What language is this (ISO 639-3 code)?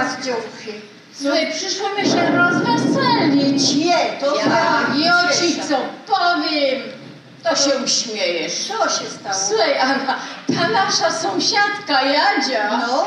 szl